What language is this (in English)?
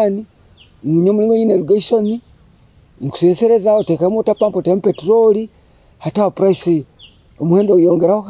Nyoro